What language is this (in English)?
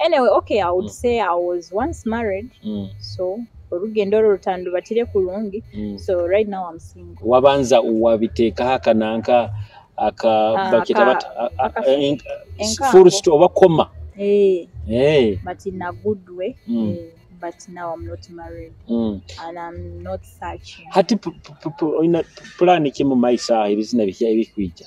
Nyoro